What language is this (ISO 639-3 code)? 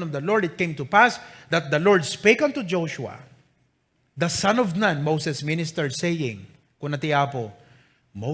ilo